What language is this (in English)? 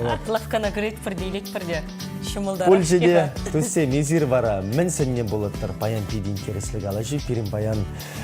Chuvash